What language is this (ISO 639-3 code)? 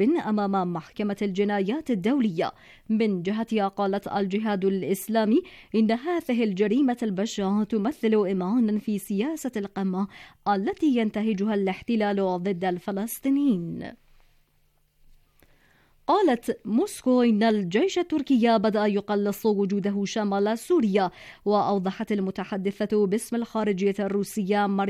ara